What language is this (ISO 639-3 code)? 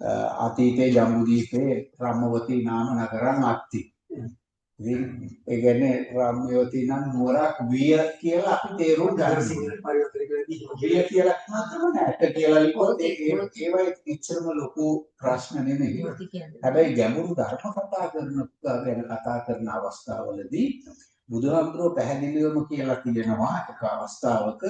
sin